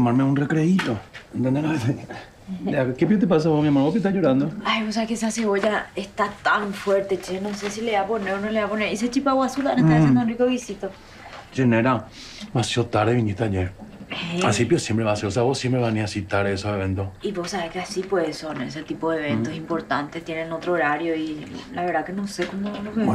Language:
Spanish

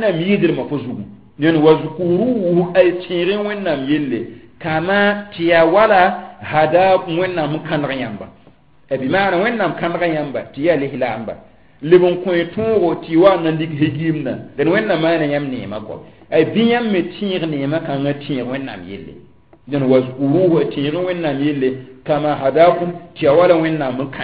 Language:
Mossi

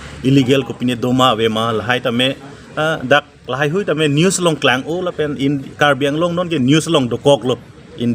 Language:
Karbi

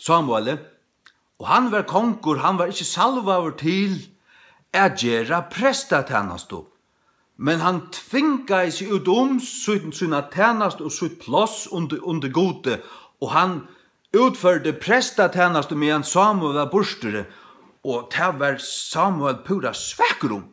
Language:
Faroese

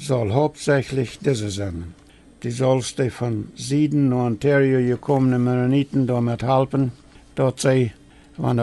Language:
Plautdietsch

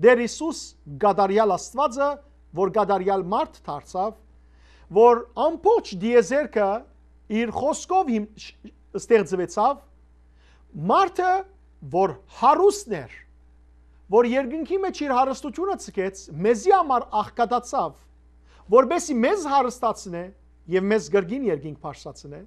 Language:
Western Armenian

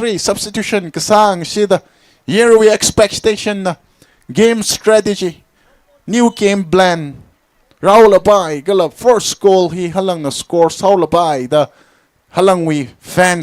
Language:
Tangkhul Naga (India)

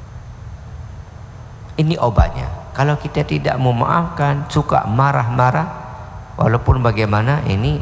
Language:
Indonesian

